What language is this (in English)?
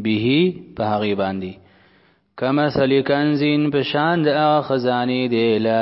Pashto